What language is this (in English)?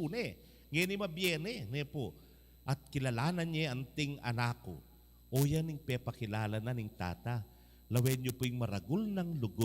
Pampanga